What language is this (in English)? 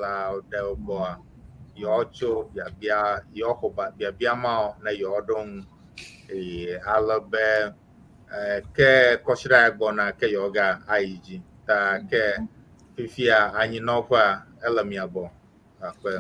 Ewe